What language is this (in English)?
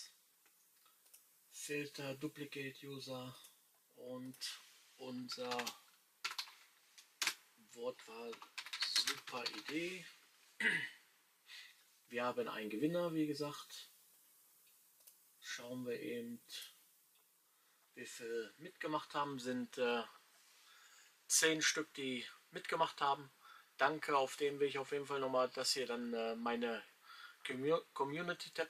German